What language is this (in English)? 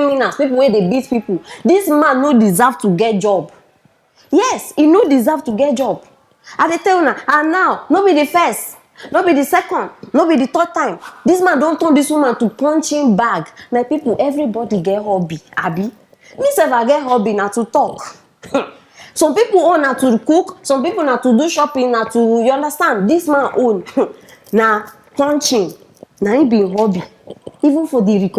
Nigerian Pidgin